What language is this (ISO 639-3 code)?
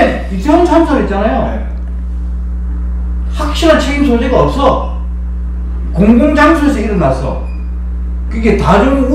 kor